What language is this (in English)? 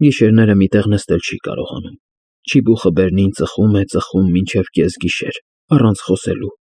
Armenian